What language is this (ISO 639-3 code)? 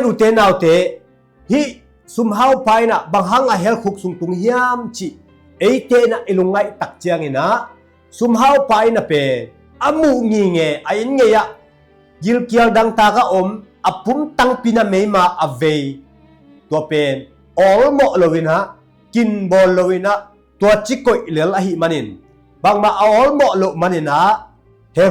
ctd